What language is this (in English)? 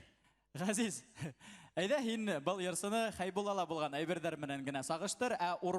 Bashkir